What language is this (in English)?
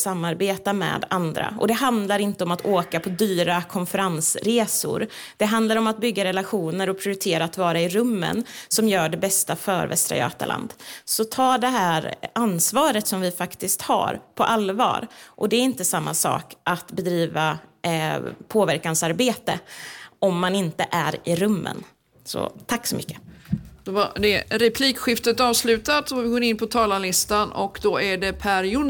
Swedish